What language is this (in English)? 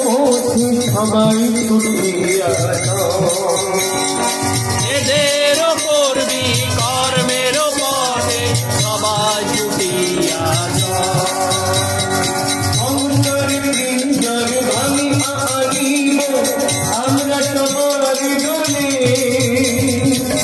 Bangla